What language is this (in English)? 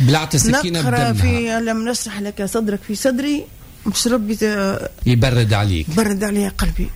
Tunisian Arabic